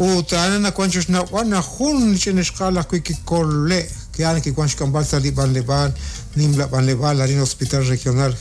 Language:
Kekchí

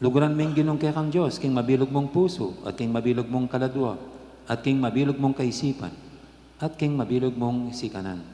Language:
Pampanga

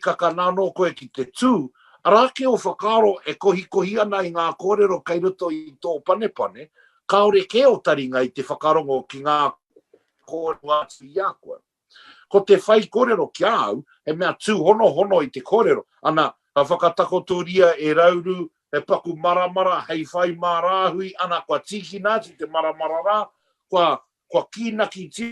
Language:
Māori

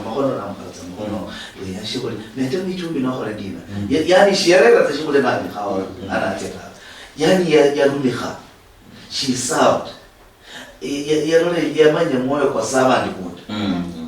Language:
Luyia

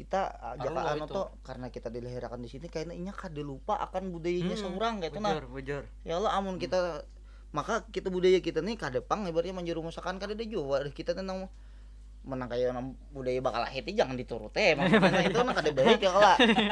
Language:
Banjar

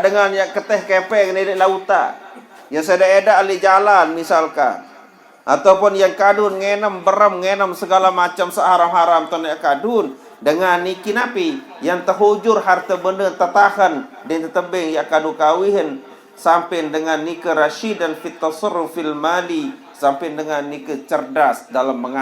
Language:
Sasak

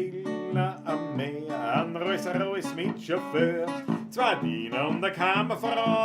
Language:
Bavarian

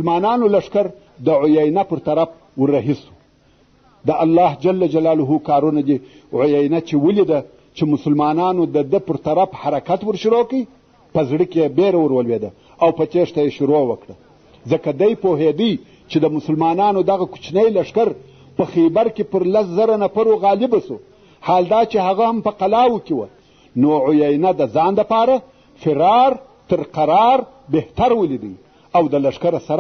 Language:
Pashto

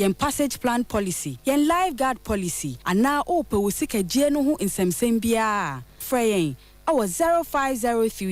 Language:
Akan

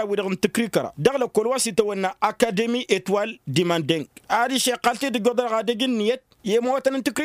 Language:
Tamasheq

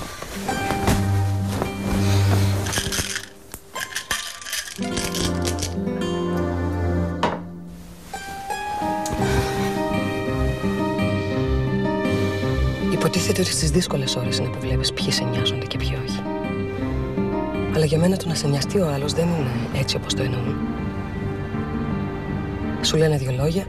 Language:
Greek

